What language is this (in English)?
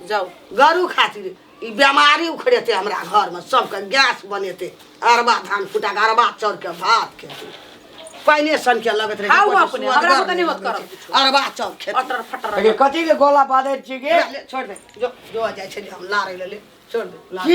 Maithili